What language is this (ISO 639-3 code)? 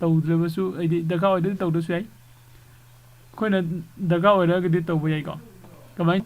mni